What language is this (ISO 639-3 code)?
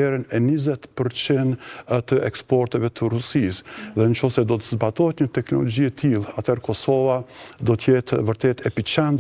sqi